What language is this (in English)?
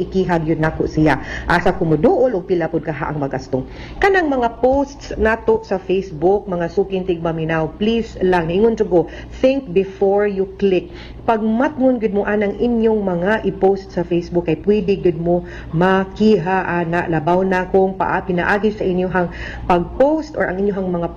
Cebuano